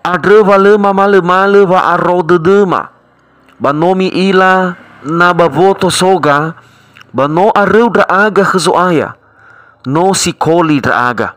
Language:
Nias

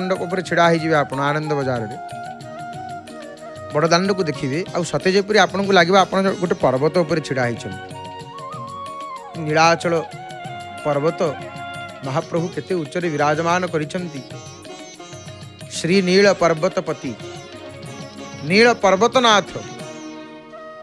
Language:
Odia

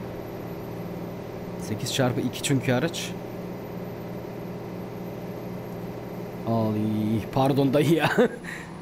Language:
Turkish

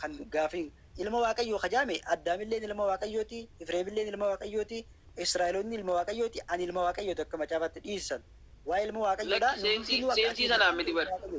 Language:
Oromo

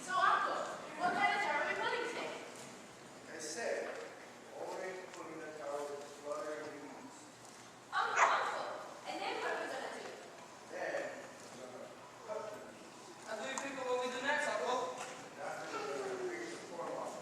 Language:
Hawaiian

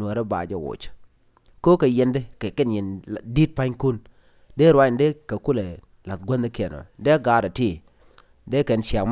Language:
Nuer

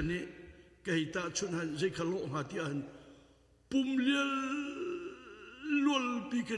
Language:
Hakha Chin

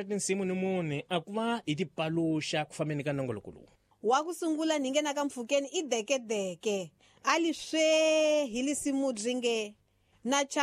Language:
Tsonga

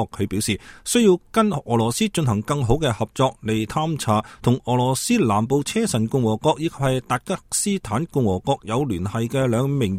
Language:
Cantonese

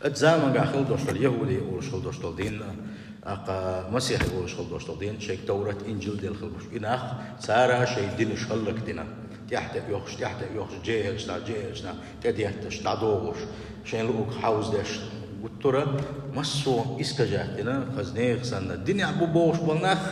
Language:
Chechen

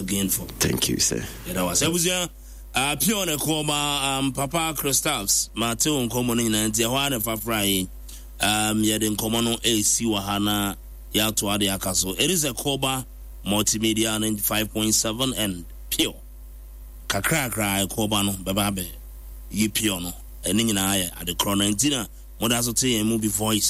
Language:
Akan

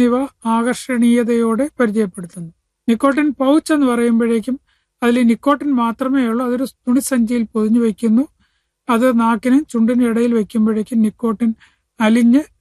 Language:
Malayalam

